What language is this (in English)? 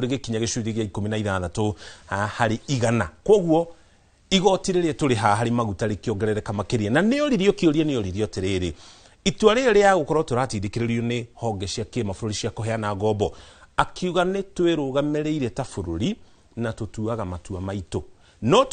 Kikuyu